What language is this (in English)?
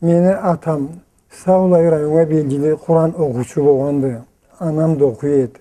Karachay-Balkar